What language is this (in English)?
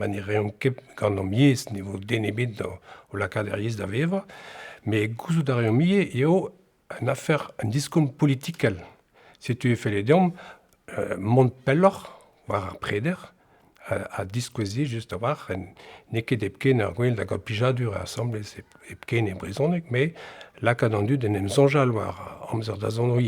Breton